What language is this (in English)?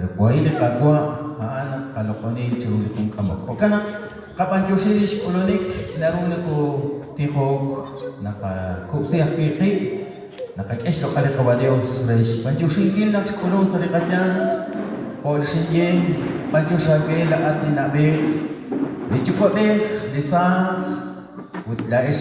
Kekchí